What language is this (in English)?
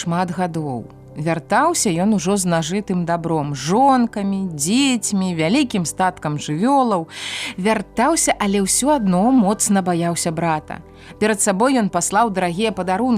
Belarusian